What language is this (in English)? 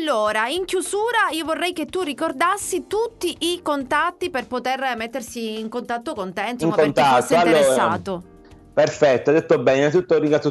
Italian